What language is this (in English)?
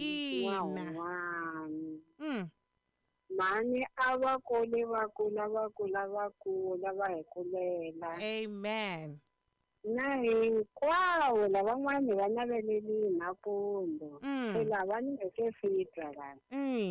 Tsonga